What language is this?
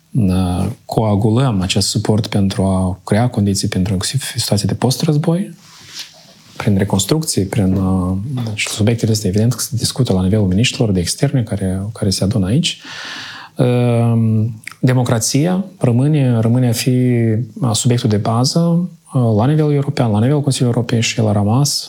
Romanian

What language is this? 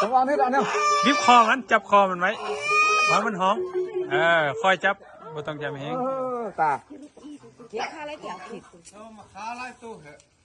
Lao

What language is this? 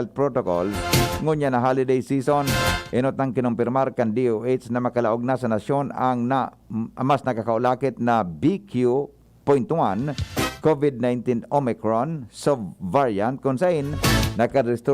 Bikol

